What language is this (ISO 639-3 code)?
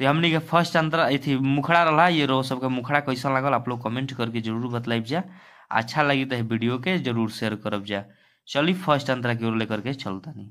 bho